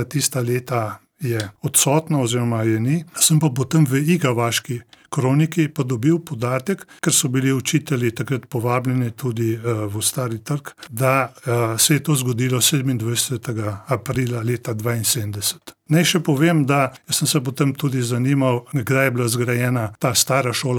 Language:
Slovenian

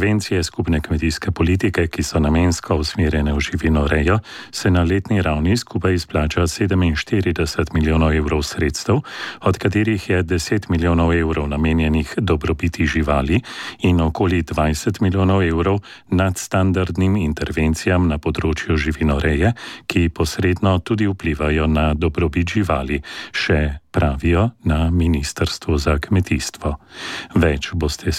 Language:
Slovenian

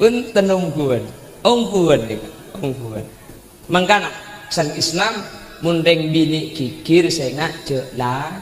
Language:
Madurese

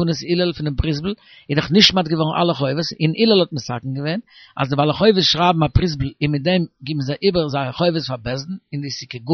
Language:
Yiddish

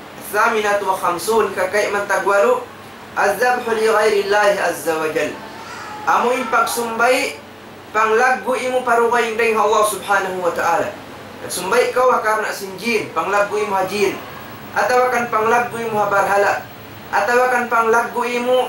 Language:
Tausug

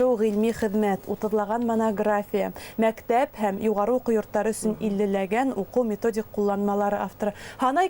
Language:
Bashkir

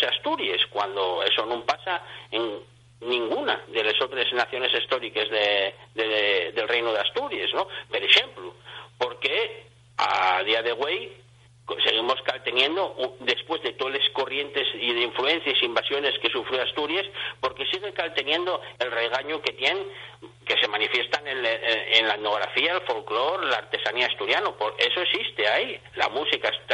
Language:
Asturian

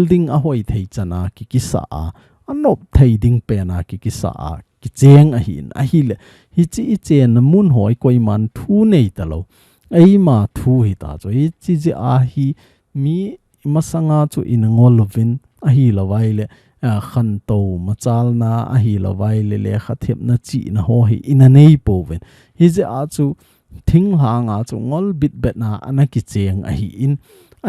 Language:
Thado Chin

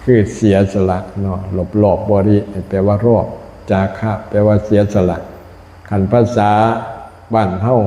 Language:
Lao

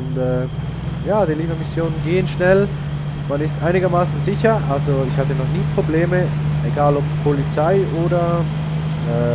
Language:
Swiss German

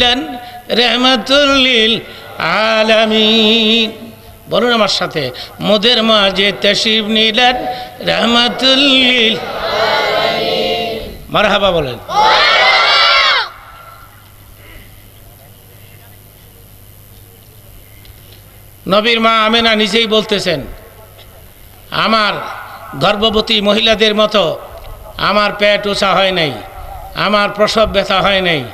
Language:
Bangla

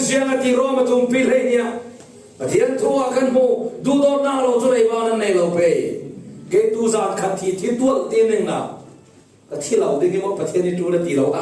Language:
Falam Chin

